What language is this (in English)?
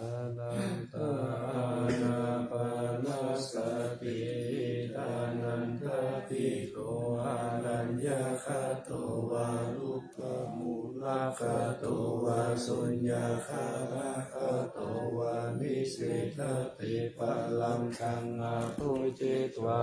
Pali